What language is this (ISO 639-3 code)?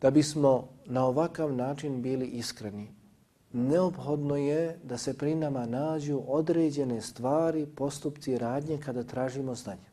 bos